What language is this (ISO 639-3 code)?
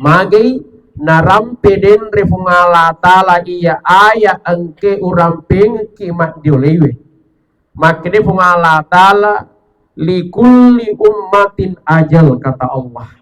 bug